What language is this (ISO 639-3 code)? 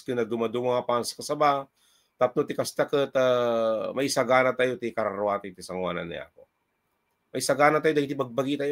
ilo